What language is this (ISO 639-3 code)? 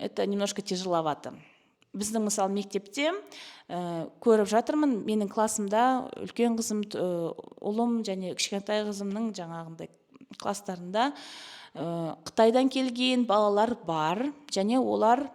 kaz